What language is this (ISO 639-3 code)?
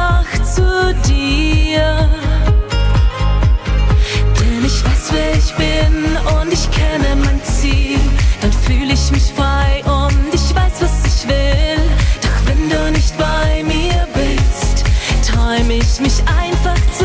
deu